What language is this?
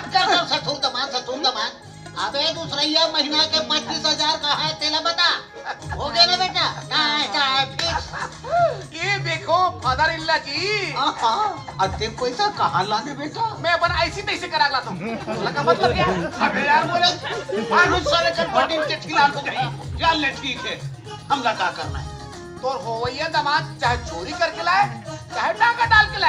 Chhattisgarhi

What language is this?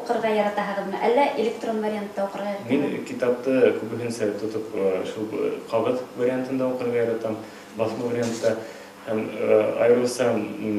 Bashkir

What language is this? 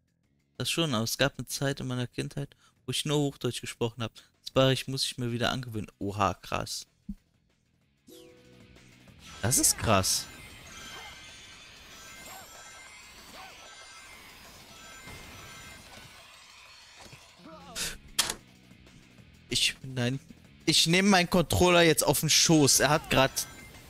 German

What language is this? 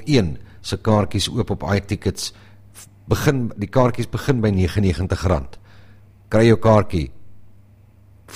Afrikaans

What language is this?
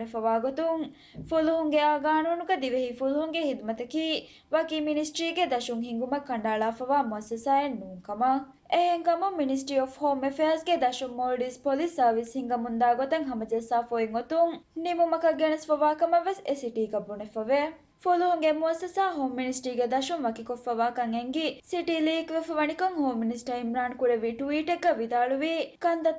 Divehi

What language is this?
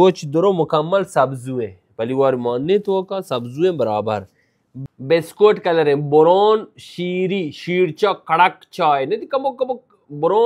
Baluchi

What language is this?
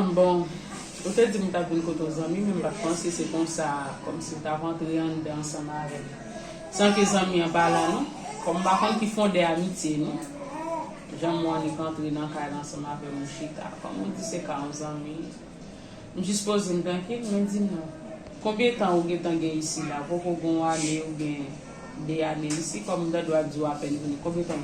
Haitian Creole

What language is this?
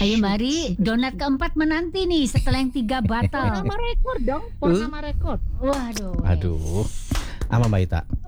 Indonesian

